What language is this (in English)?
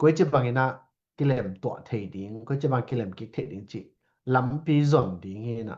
Tedim Chin